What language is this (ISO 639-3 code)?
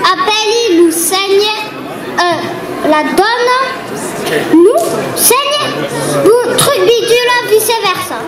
oci